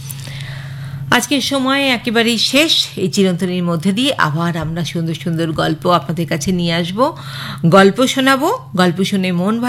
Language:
Bangla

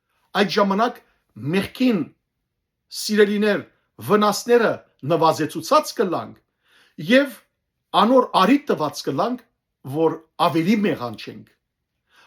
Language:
Western Armenian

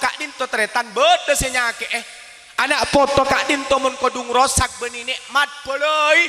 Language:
Madurese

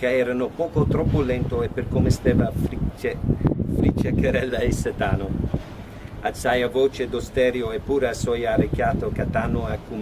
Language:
Neapolitan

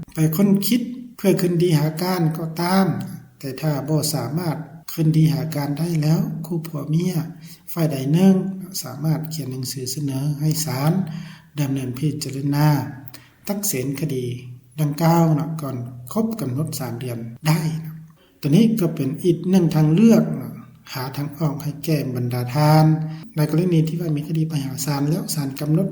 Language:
Lao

